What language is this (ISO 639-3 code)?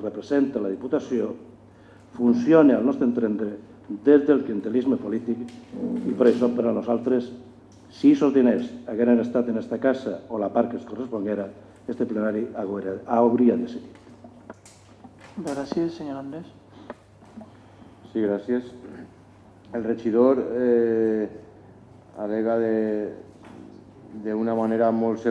cat